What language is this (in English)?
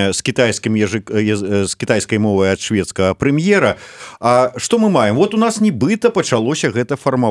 Belarusian